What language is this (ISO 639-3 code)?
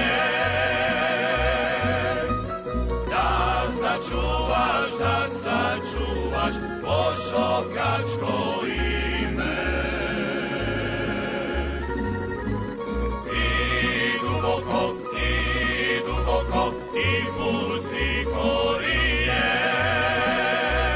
hrv